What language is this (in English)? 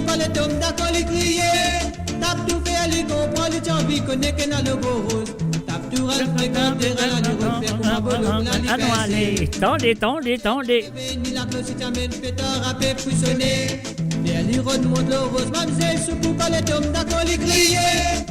Morisyen